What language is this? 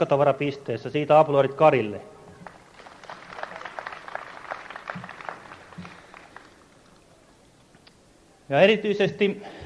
Finnish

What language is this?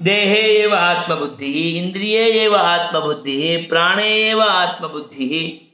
Sanskrit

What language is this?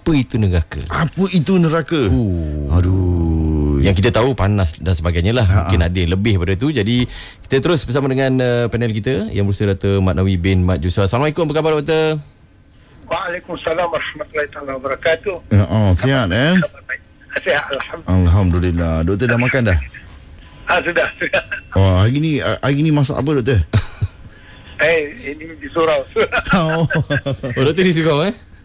Malay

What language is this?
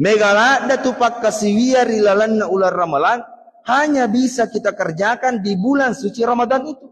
Buginese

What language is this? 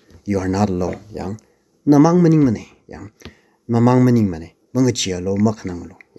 Tangkhul Naga (India)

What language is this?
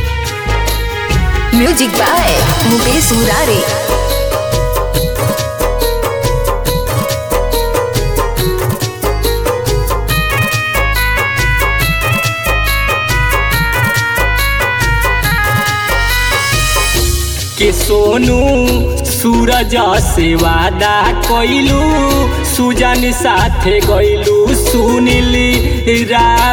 Bhojpuri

